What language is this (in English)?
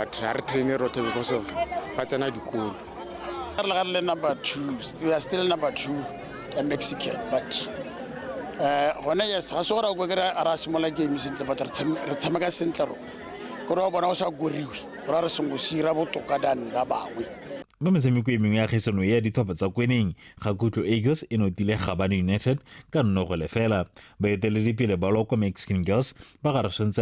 Tswana